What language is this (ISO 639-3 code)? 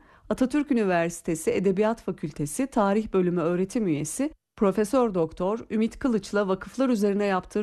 tur